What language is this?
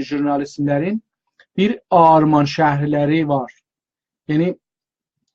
South Azerbaijani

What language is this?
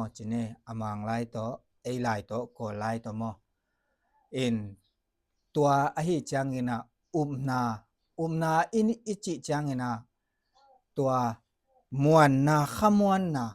Tedim Chin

